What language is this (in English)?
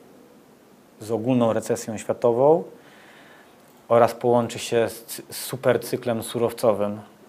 Polish